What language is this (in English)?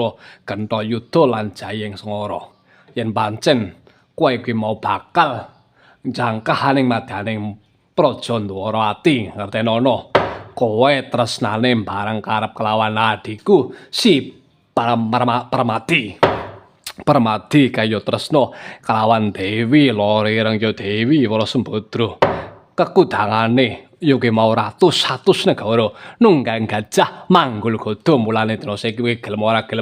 Javanese